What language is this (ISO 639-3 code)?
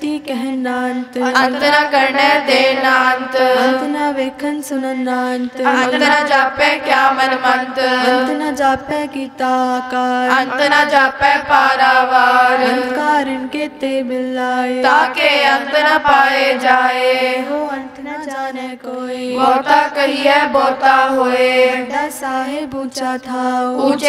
pan